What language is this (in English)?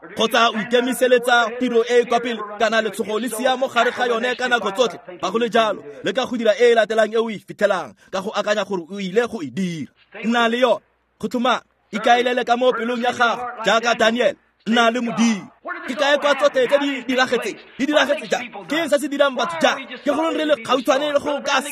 Tswana